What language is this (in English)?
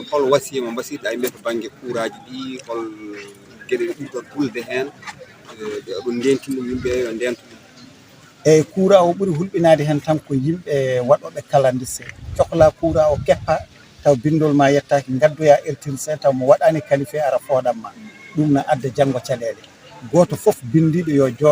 Fula